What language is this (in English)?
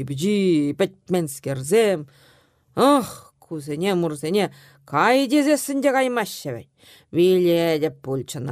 Chuvash